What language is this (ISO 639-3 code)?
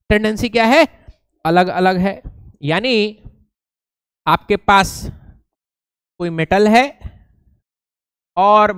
hin